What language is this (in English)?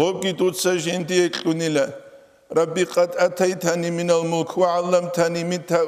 Avaric